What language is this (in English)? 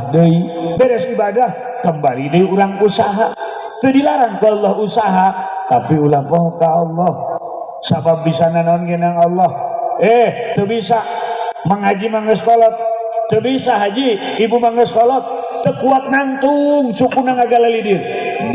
Sundanese